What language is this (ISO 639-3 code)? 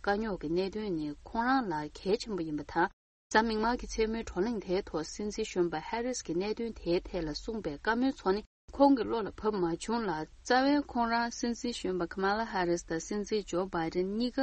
bod